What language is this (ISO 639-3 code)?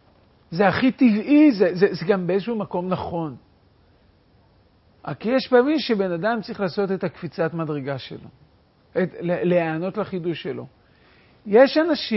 heb